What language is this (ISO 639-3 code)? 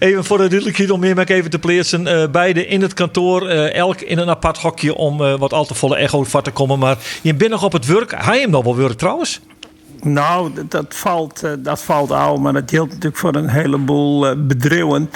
fry